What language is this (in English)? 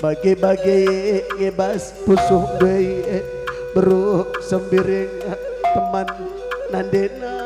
Batak Karo